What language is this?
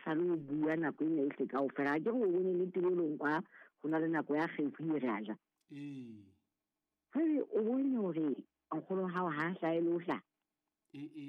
Southern Sotho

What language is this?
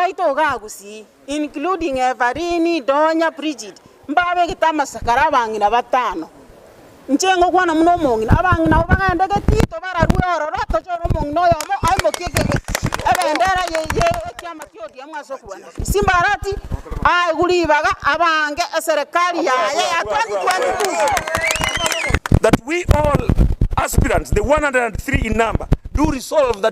Gusii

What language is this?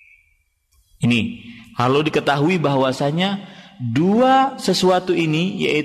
Indonesian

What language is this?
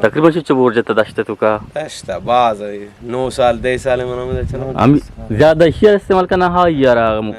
Eastern Balochi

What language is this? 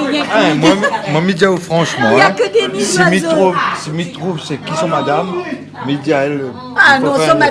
Réunion Creole French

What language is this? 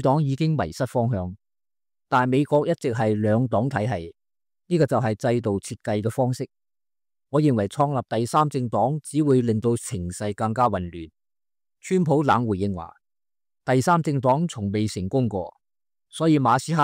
Cantonese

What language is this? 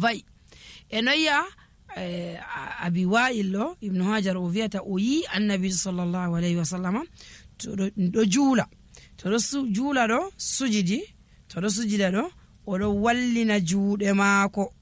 Nigerian Fulfulde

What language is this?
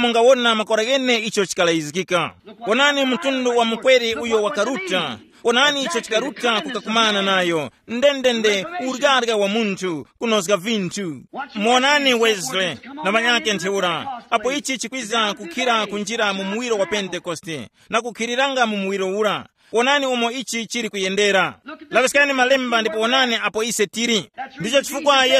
Tumbuka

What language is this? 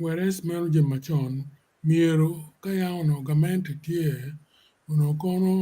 Acoli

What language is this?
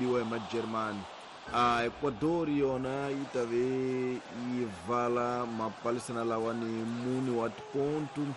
Tsonga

